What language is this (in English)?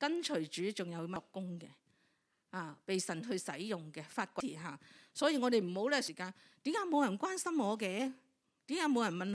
Cantonese